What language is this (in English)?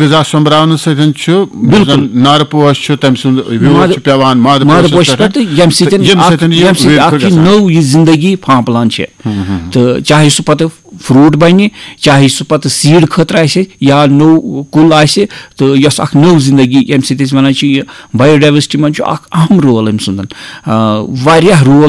Kashmiri